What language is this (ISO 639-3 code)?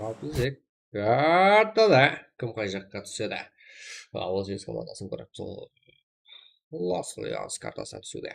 kaa